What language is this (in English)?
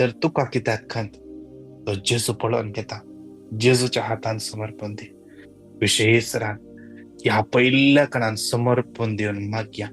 Konkani